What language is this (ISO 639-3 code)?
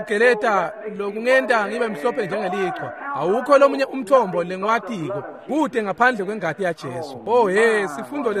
ssw